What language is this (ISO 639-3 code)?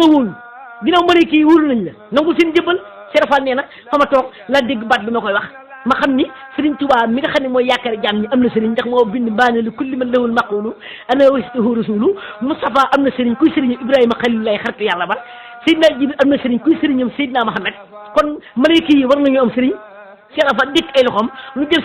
wol